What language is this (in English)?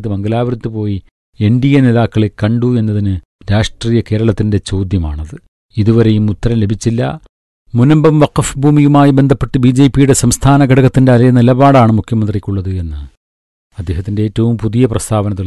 Malayalam